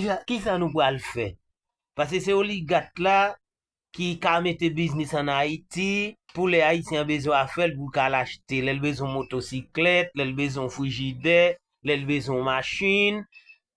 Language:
Haitian Creole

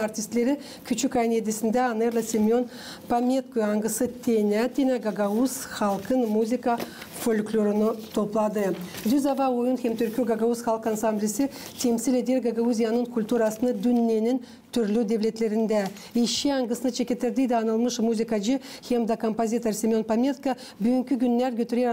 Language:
Gagauz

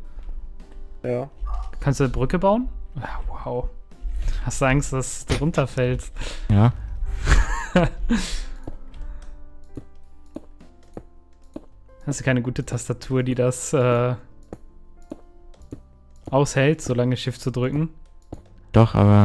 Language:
German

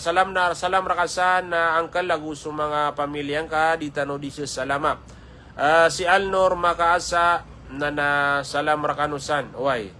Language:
Maranao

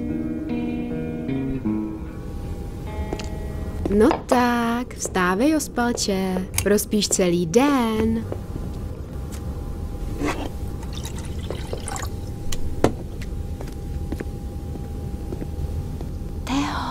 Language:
Czech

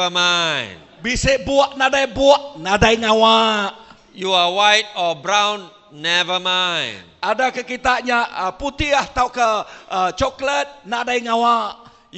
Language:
Iban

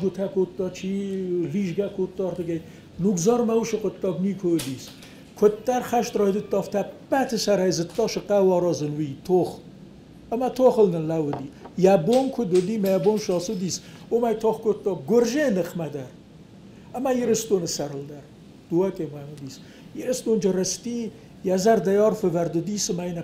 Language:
Ossetic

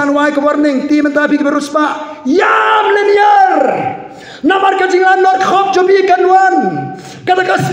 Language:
Khasi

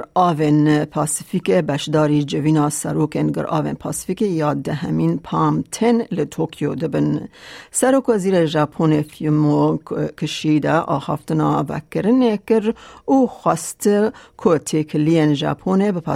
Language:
Kurdish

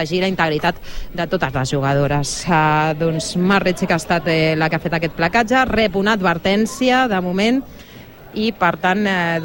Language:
Catalan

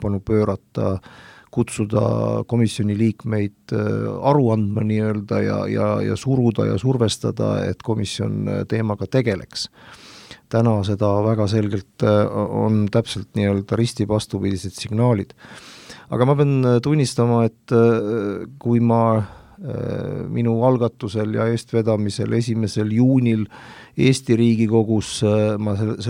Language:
Estonian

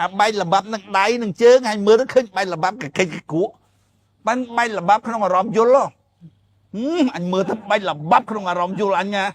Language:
Khmer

